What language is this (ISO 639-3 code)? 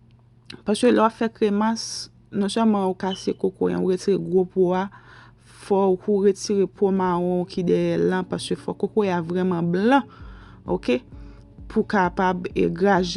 hat